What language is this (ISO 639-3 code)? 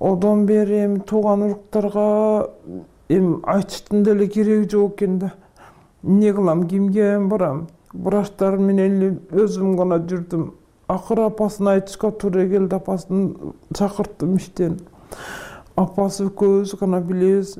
kir